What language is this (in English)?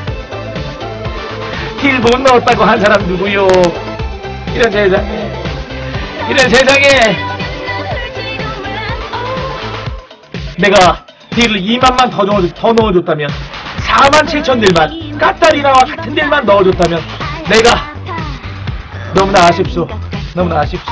Korean